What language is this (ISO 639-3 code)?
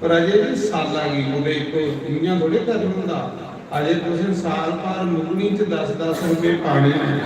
doi